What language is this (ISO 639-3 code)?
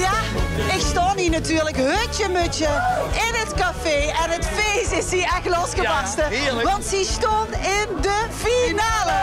lim